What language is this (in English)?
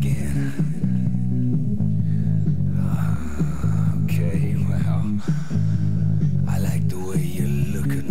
English